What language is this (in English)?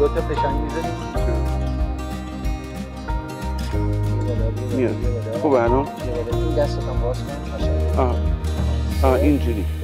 Persian